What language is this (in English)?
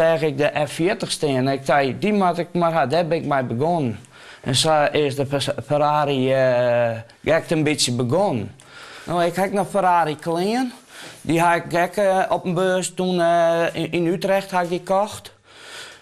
Western Frisian